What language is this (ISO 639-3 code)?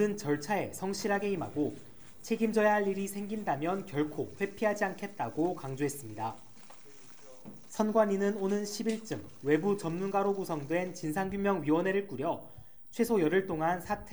kor